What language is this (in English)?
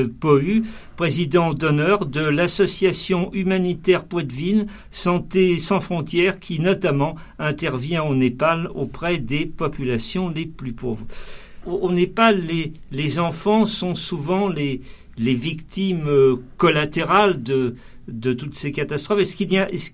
French